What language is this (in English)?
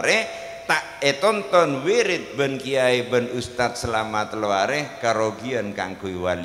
Madurese